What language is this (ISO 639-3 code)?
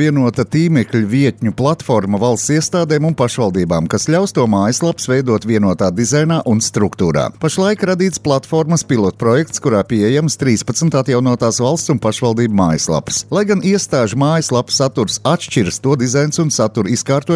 lav